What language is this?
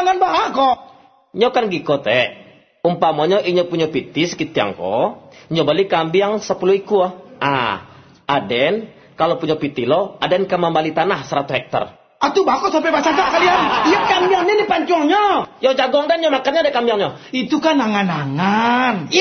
Minangkabau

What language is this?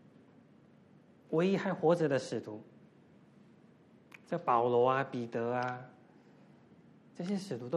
Chinese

